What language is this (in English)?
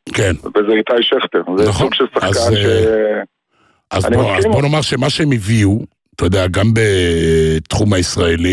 Hebrew